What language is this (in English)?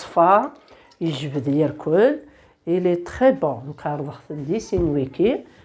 Kabyle